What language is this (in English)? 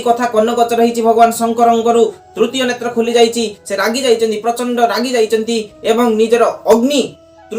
Odia